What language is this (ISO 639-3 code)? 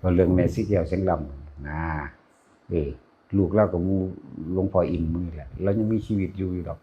tts